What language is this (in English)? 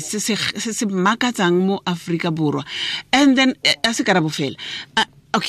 Tswana